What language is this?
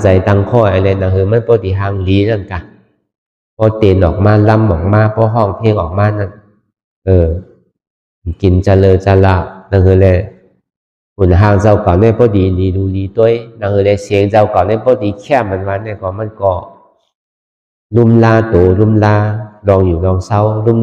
Shan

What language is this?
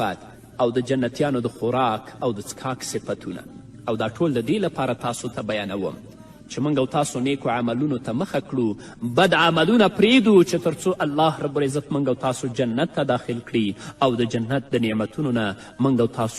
Pashto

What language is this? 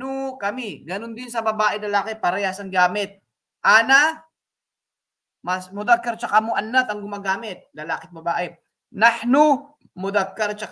Filipino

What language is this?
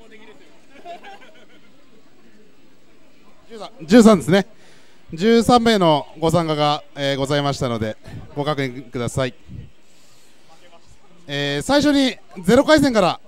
Japanese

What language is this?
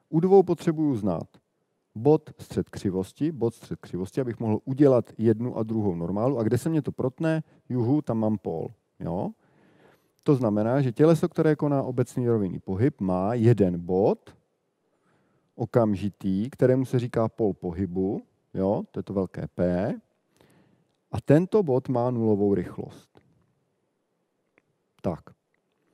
Czech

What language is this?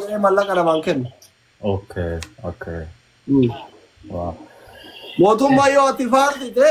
Oromo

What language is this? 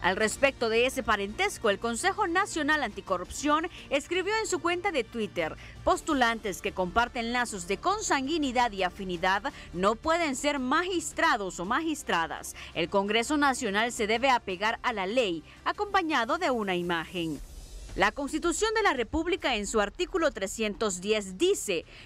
Spanish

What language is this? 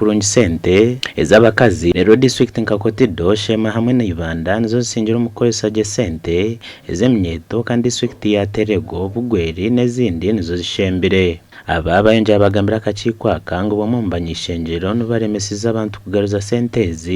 Nyankole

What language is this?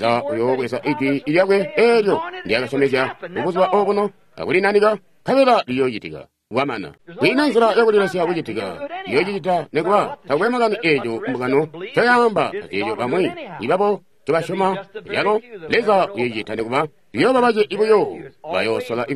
Tonga (Zambia)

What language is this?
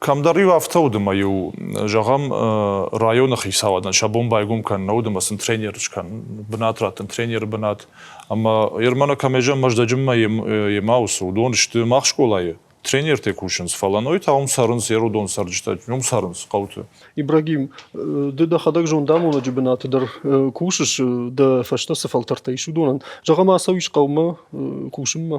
Ossetic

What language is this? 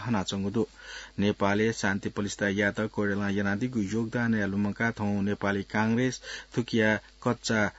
Newari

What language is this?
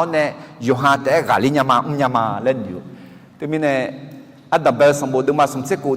Akha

